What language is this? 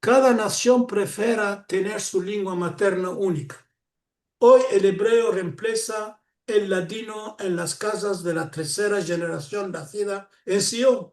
Ladino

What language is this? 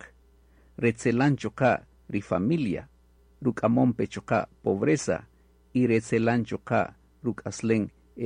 Kaqchikel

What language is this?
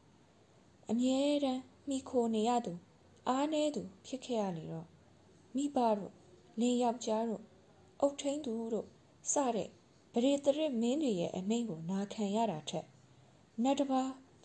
Burmese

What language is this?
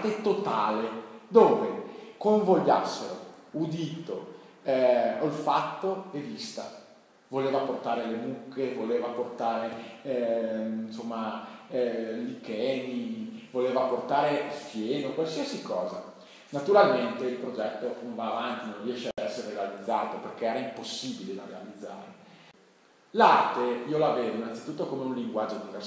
Italian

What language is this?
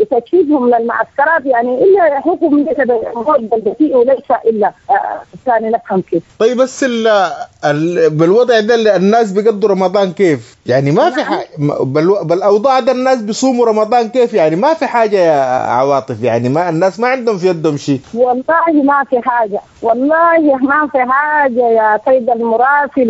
Sudanese Arabic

